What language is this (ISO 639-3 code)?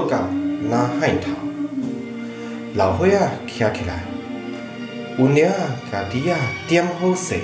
nan